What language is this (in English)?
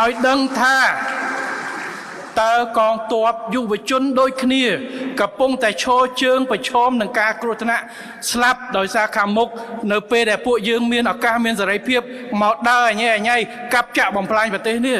Khmer